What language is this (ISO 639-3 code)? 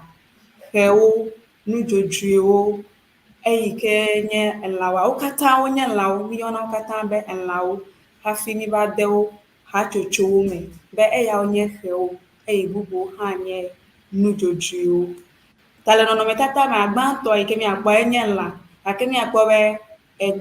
ewe